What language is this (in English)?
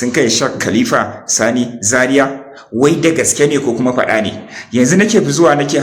Hausa